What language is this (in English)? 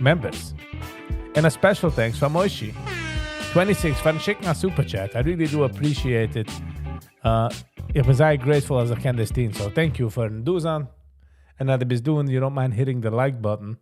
Yiddish